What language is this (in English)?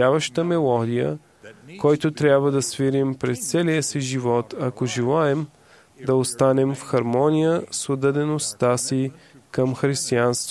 Bulgarian